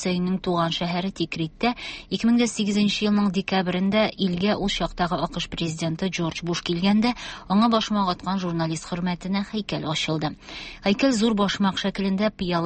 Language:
Tatar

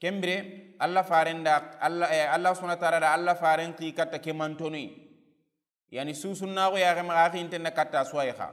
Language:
Soninke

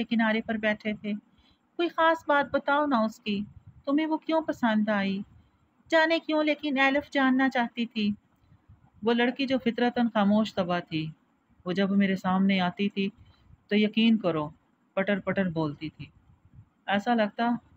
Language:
Urdu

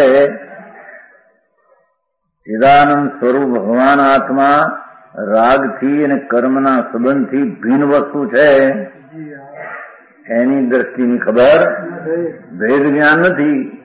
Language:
Gujarati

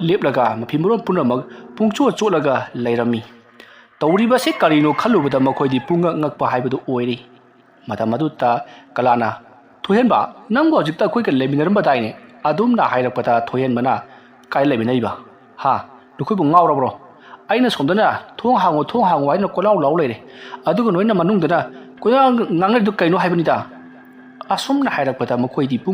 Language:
Manipuri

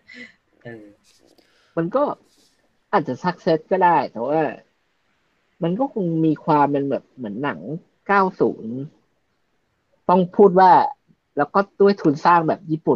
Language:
Thai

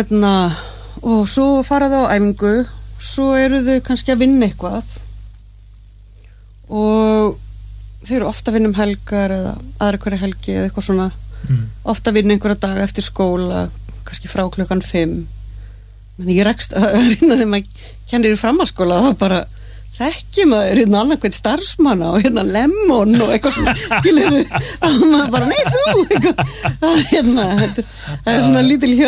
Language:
Icelandic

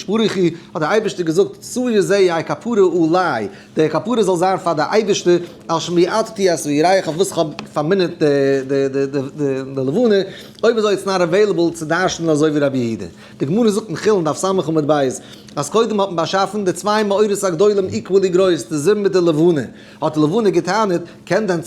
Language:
Yiddish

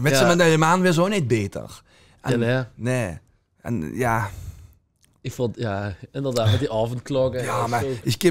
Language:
Limburgish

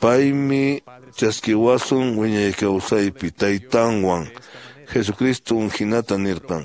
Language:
Quechua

